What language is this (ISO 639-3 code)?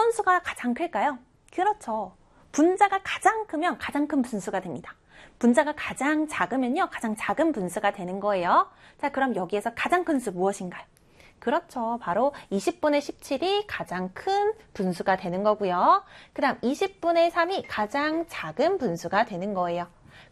kor